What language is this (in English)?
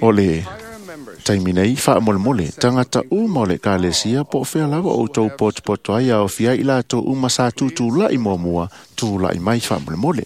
Samoan